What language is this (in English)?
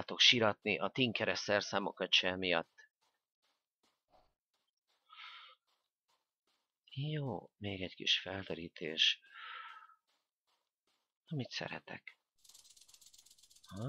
Hungarian